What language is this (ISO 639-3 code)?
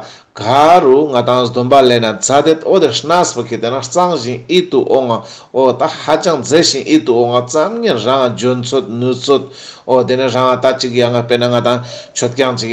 lbj